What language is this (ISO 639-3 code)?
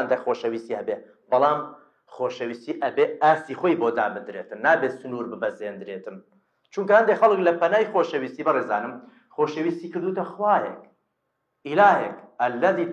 ckb